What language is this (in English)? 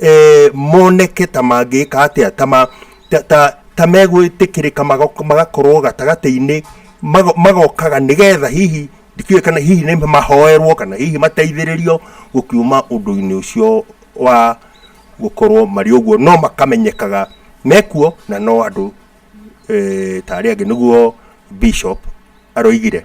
Kikuyu